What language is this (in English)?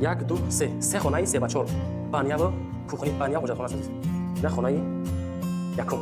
Tajik